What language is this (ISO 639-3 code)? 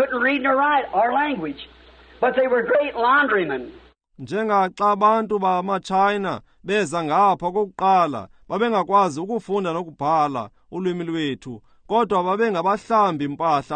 xho